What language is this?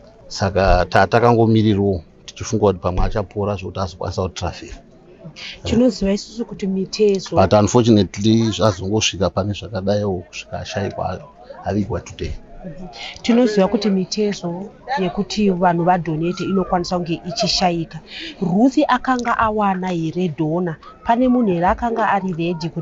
Shona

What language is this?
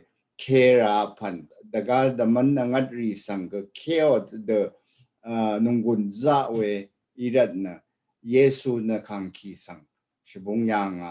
Rawang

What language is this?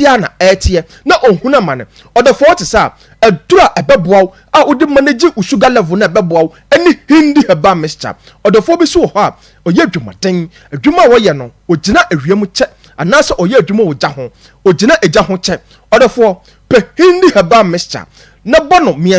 Akan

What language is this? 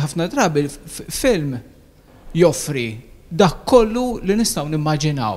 Maltese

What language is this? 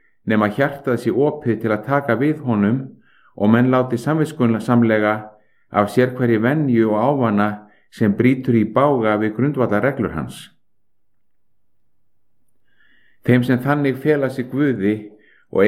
Icelandic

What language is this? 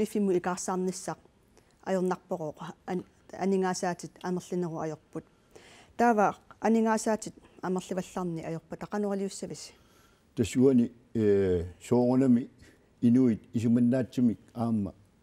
Kalaallisut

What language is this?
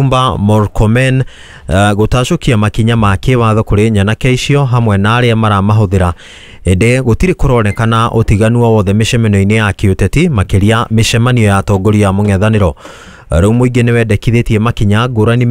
Kikuyu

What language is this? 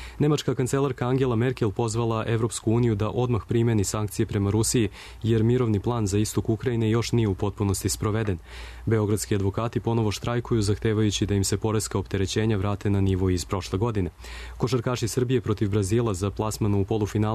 Serbian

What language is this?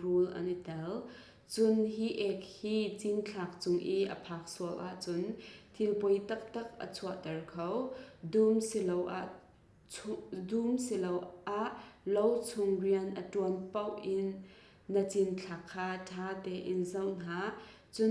Hakha Chin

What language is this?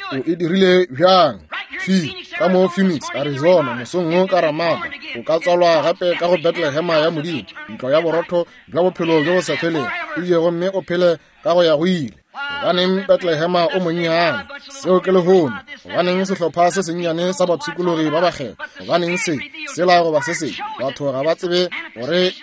Northern Sotho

